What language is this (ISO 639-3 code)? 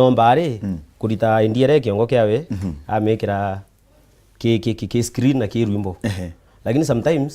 mer